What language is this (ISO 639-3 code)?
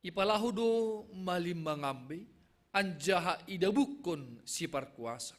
bts